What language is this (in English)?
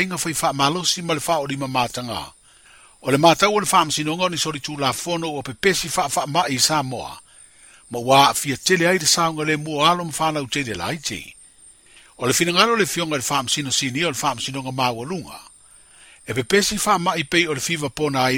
Samoan